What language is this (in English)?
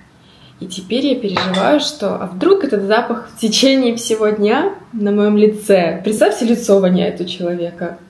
Russian